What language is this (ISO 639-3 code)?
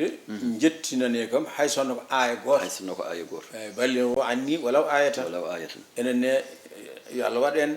ful